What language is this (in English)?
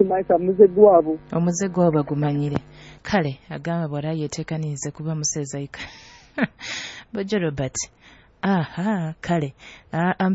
Nyoro